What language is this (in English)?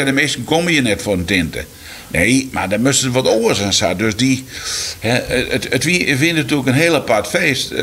Western Frisian